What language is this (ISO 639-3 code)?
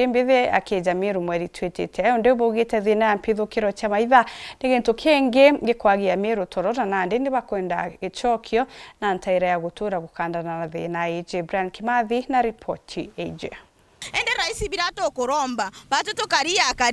mer